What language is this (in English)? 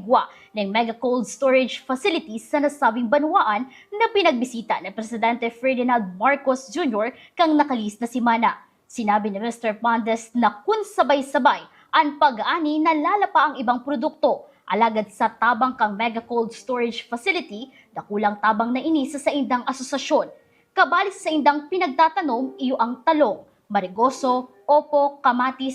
Bikol